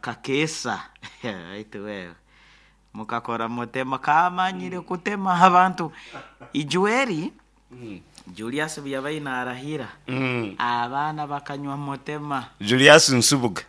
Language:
Nyankole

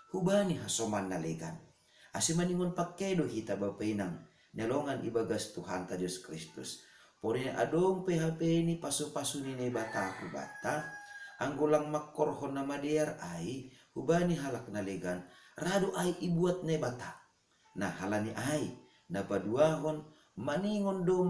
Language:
Batak Simalungun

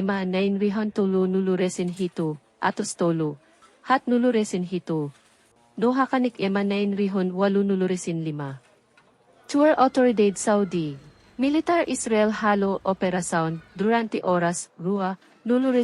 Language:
Tetum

